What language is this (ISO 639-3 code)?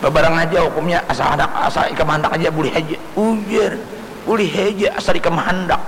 bjn